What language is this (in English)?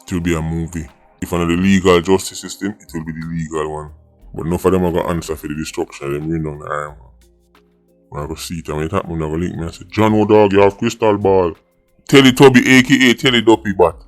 Jamaican Creole English